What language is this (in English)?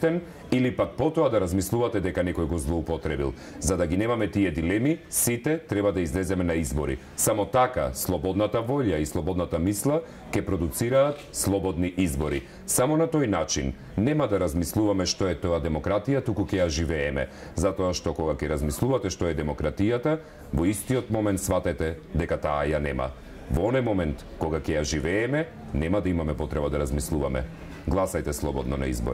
Macedonian